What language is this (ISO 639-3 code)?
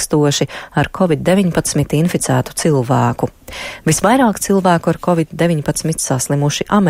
lav